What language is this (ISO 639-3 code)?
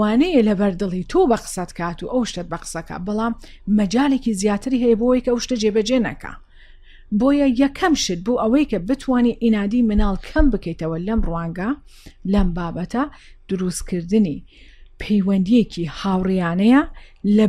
ckb